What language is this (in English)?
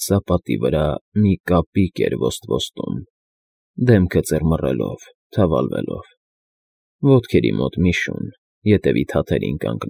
Armenian